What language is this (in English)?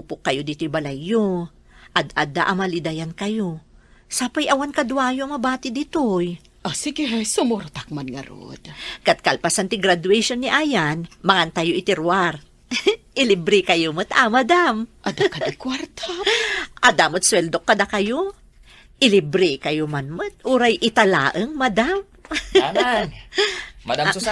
Iloko